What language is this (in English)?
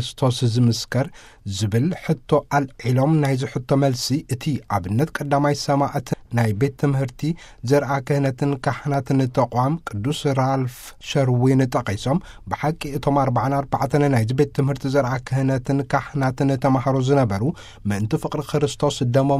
Tigrinya